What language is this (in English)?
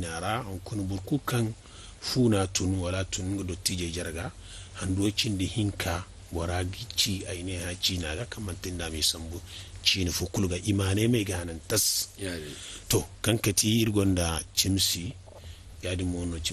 Zarma